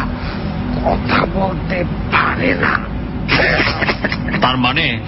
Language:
Bangla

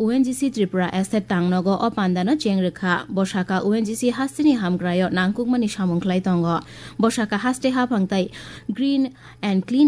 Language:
Kok Borok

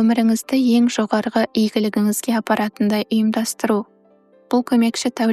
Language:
Kazakh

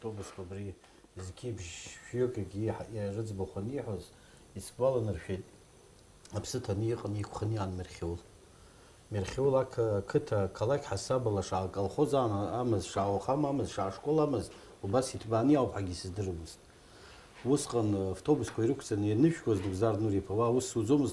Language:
Abkhazian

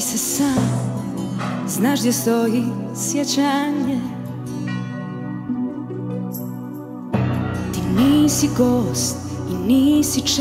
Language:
Serbian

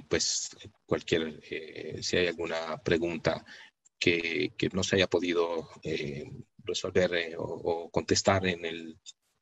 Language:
Spanish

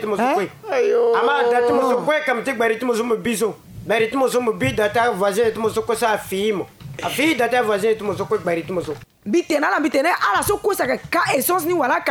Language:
Sango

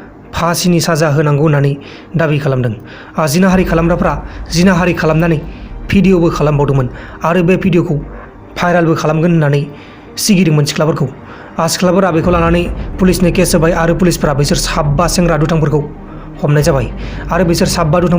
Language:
Bodo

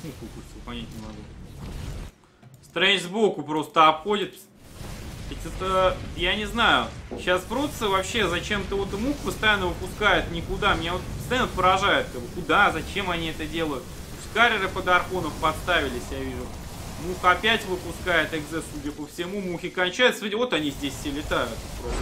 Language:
Russian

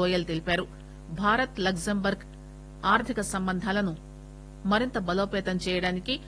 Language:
Telugu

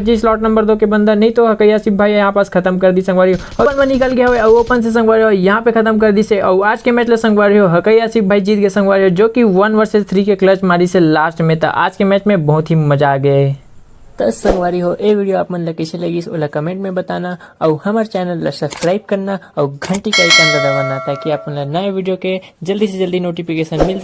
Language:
Chhattisgarhi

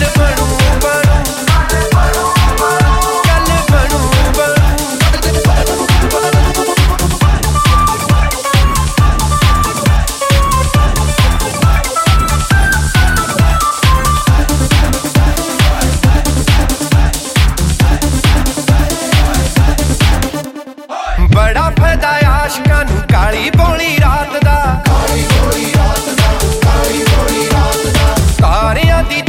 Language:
Punjabi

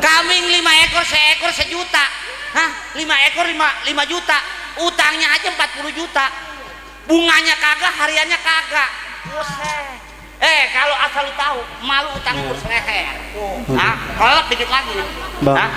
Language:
Betawi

